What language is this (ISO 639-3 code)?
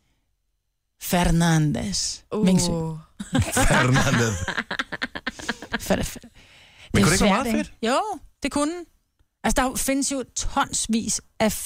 dan